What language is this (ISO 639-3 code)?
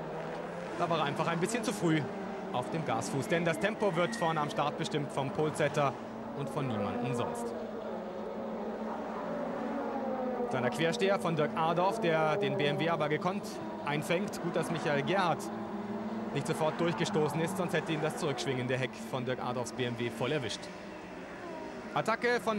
deu